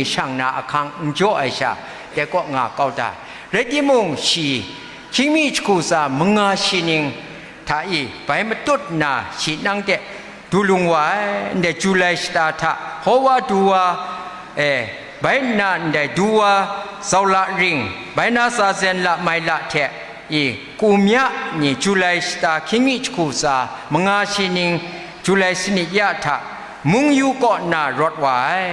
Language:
Kachin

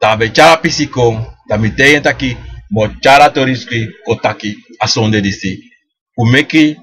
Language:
Sranan Tongo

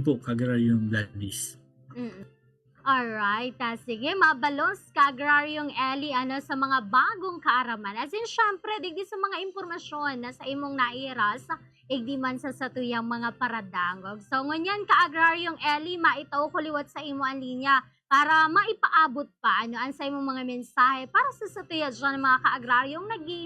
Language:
Bikol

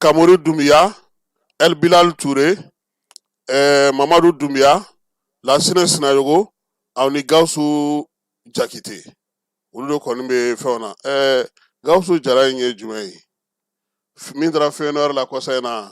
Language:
Bambara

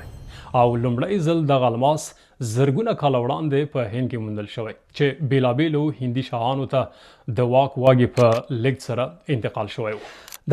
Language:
Pashto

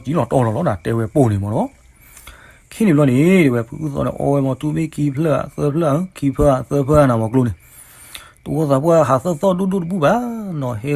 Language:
S'gaw Karen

